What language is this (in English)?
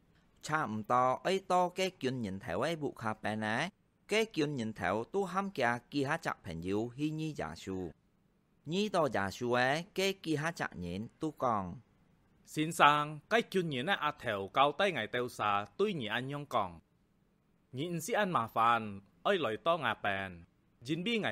Hakka Chinese